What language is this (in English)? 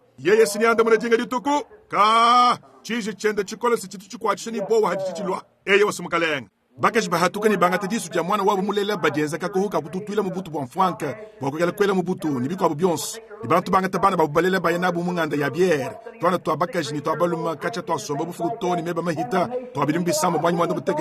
Luba-Lulua